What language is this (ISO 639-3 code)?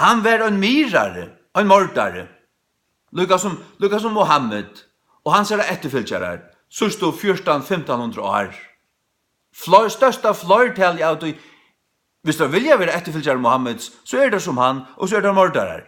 fao